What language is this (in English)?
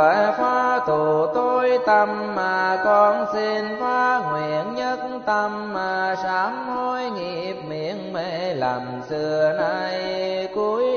Vietnamese